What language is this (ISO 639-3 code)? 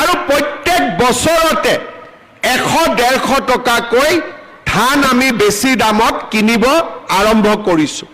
asm